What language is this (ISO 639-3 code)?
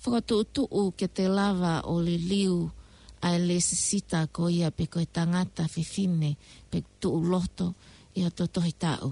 ton